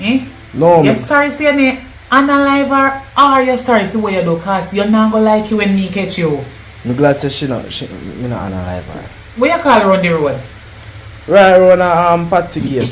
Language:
Jamaican Creole English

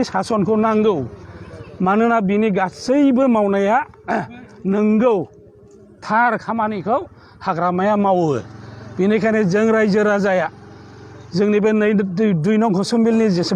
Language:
Bodo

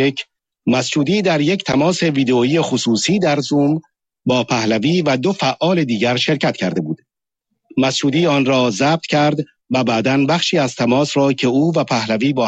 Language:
Persian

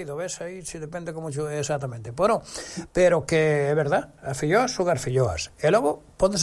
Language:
Galician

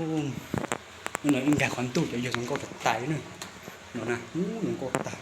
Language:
Hmong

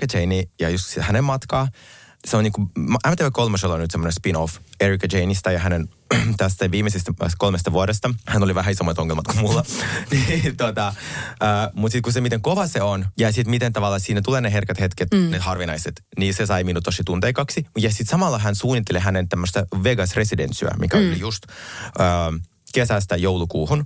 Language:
Finnish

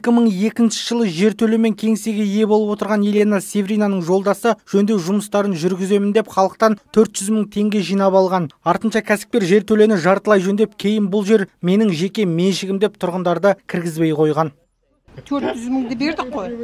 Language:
Kazakh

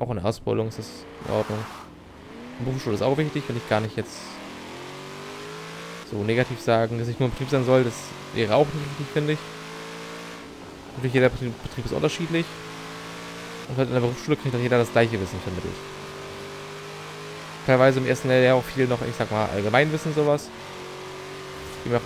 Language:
German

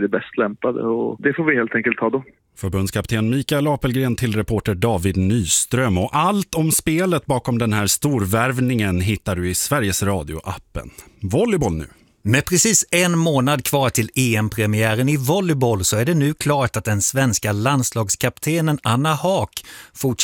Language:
Swedish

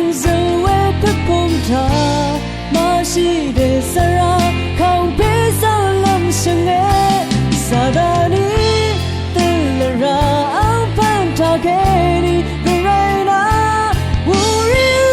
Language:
Rawang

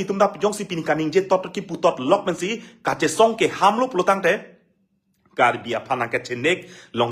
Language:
Karbi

